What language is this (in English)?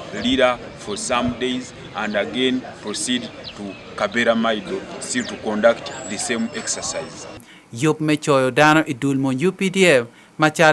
Acoli